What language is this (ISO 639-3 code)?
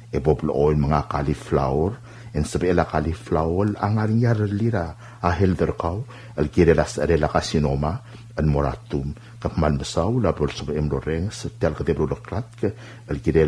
pau